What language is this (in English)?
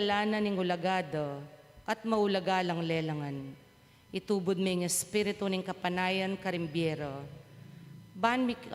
Pampanga